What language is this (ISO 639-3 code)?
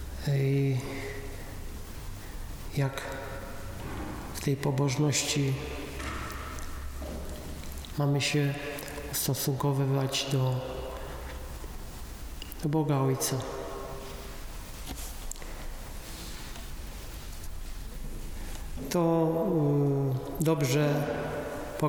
pol